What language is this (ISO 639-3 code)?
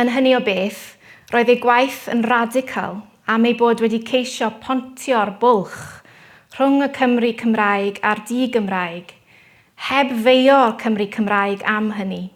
cym